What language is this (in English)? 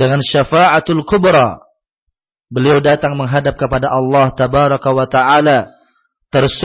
Indonesian